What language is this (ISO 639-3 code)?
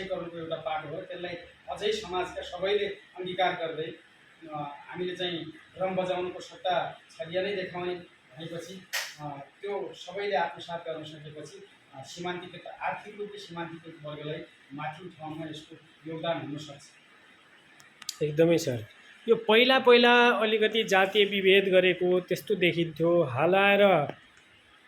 nep